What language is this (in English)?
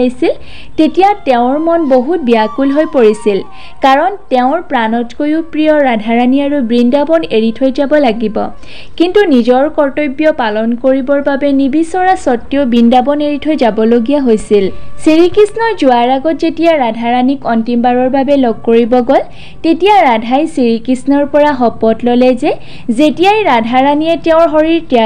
Assamese